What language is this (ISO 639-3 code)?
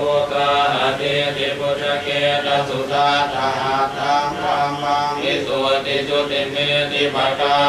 pli